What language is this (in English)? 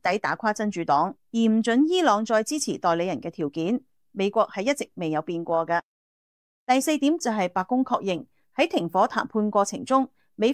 Cantonese